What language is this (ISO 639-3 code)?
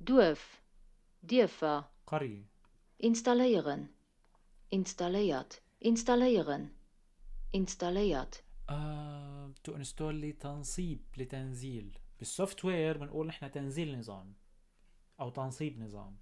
apc